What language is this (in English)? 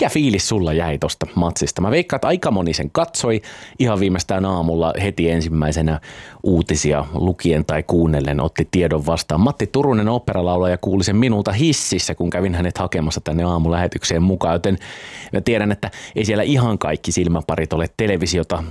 Finnish